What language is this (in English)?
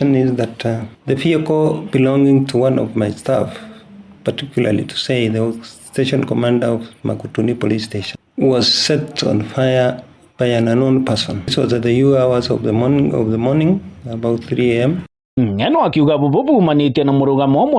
Meru